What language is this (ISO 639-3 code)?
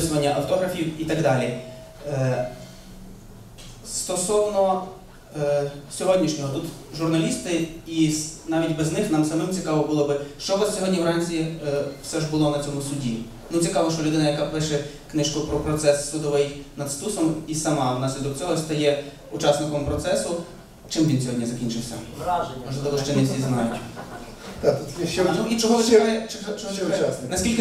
ukr